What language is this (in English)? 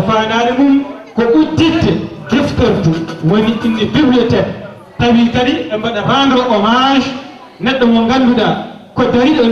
Fula